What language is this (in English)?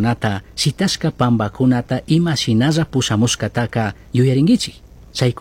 Chimborazo Highland Quichua